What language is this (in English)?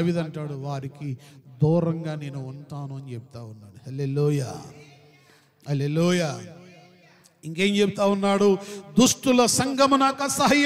Telugu